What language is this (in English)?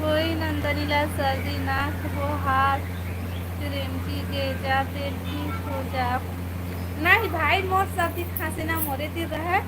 Chhattisgarhi